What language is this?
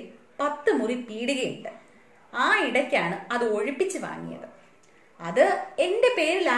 Malayalam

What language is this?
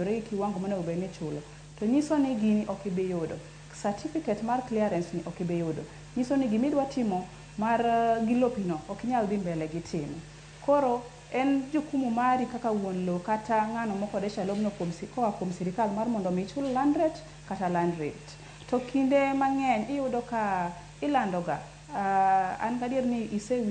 Luo (Kenya and Tanzania)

